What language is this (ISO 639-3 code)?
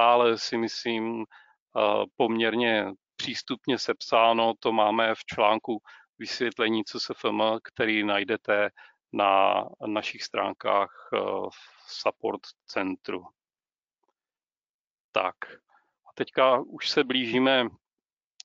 ces